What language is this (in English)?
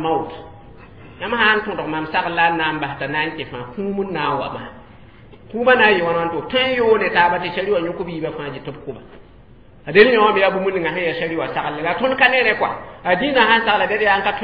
Mossi